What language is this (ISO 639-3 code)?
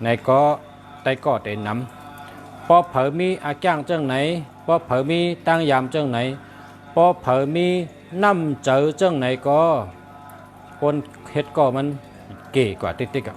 shn